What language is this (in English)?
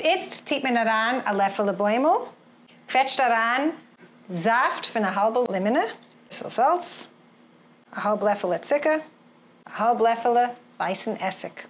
Yiddish